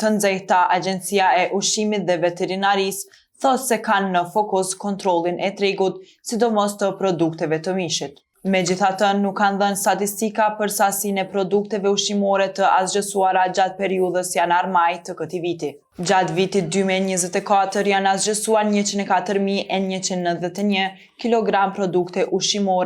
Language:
Albanian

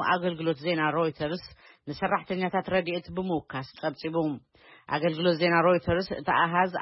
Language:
Tigrinya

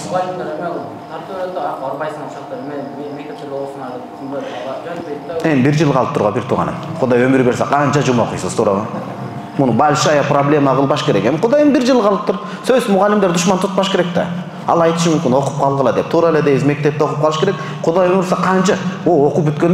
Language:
Kyrgyz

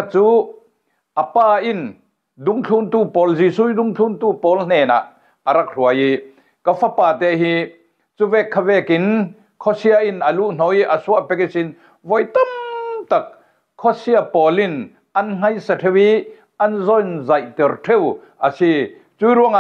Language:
Falam Chin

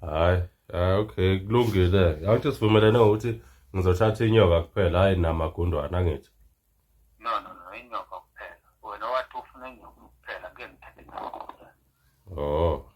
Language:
Zulu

